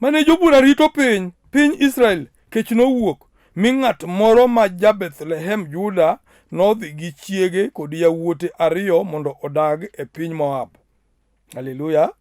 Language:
Luo (Kenya and Tanzania)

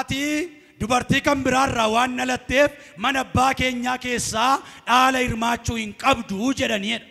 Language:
Oromo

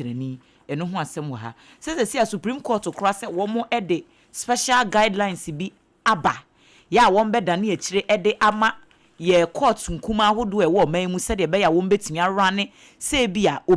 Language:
Akan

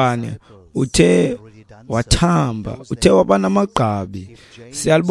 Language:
Xhosa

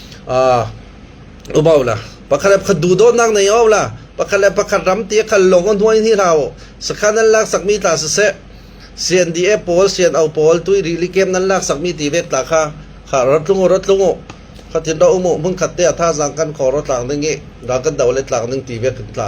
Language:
Falam Chin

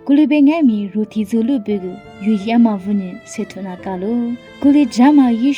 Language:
Lisu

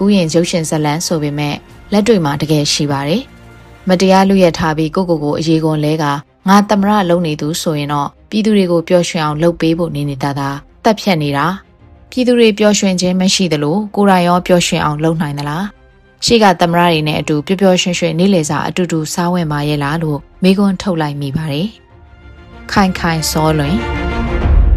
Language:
Burmese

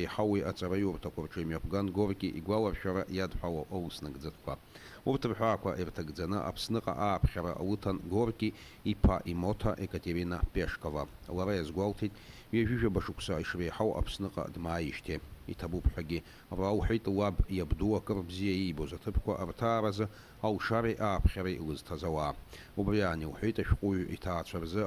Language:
Abkhazian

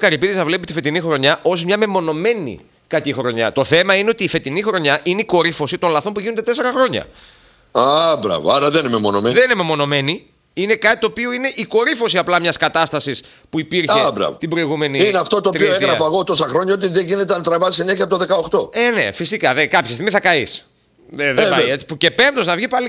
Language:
Greek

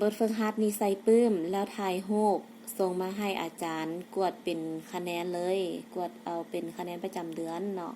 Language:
Lao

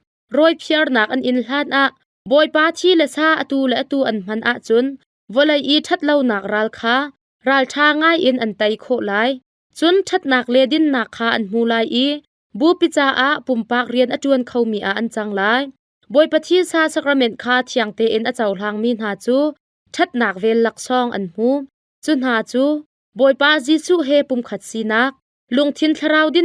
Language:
Hakha Chin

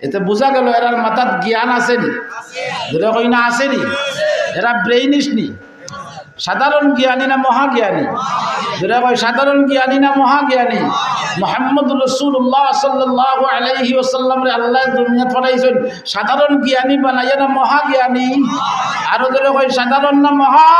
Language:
Sylheti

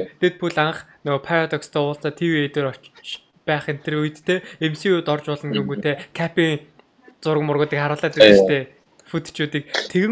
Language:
Mongolian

